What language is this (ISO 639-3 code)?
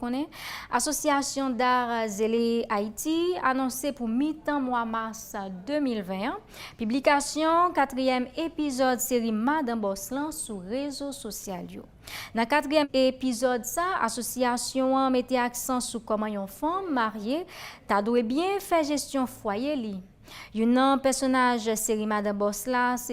hat